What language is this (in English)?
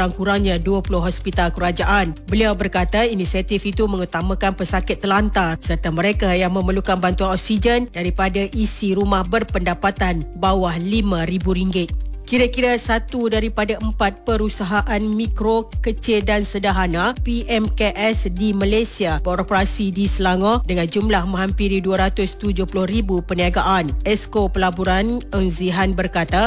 Malay